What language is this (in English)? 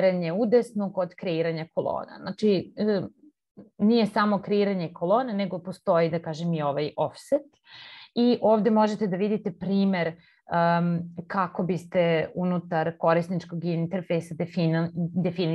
Serbian